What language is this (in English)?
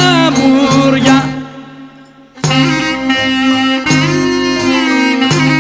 Greek